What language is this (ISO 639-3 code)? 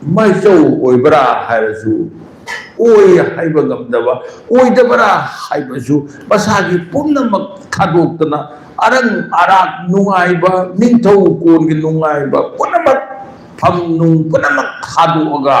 mni